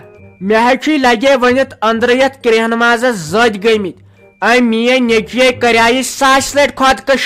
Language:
Kashmiri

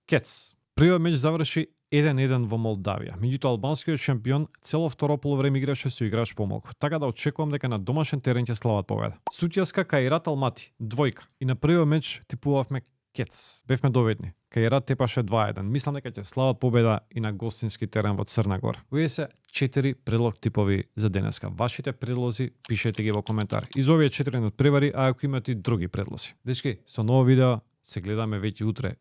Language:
Macedonian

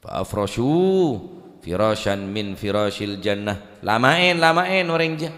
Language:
Madurese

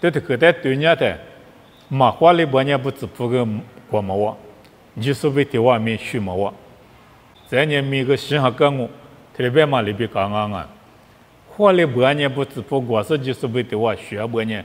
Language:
Lisu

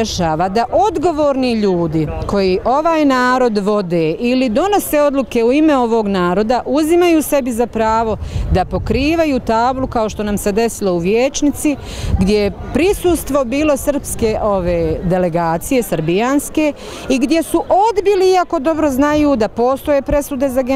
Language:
Bosnian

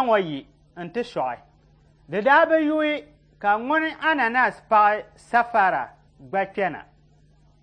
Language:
Dagbani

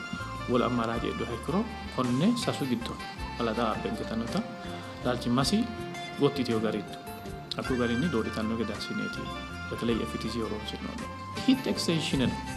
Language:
Sidamo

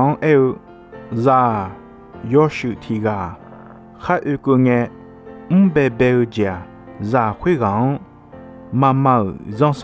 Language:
Akha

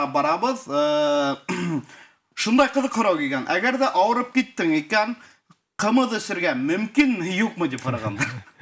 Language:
Bashkir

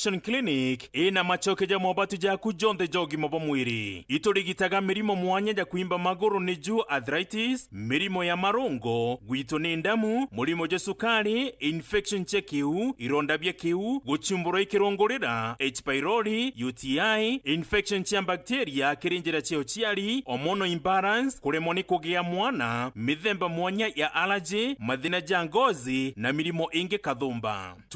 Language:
Meru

